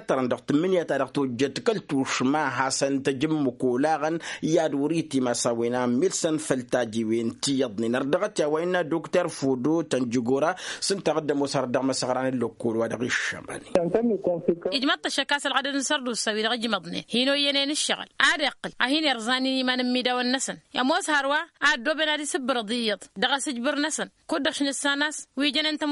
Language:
Tamasheq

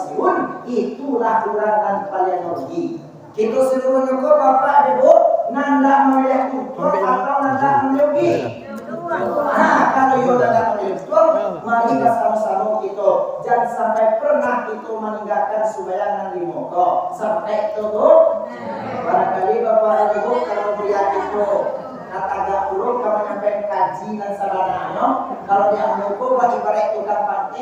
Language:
Minangkabau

